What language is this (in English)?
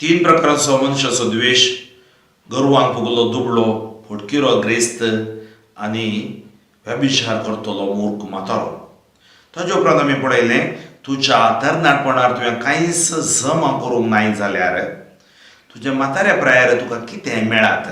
Konkani